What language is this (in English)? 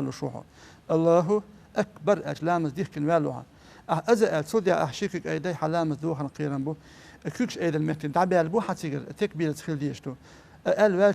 Chechen